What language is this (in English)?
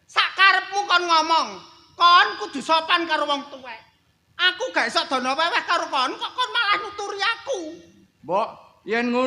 Javanese